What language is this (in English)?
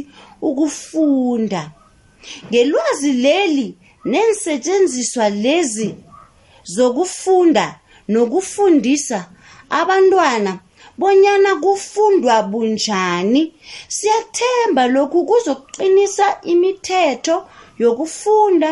South Ndebele